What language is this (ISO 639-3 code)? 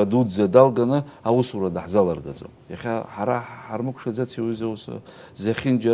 abk